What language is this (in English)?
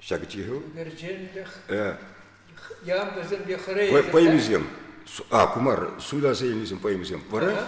Chuvash